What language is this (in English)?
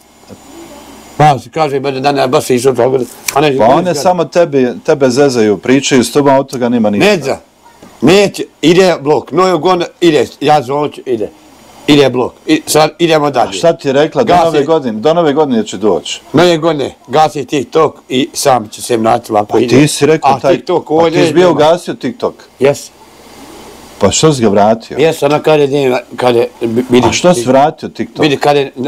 Bosnian